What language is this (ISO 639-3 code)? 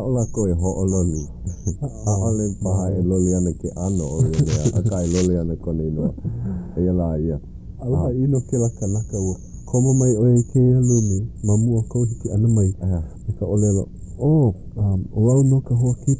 haw